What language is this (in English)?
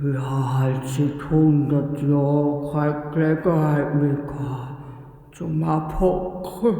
Swiss German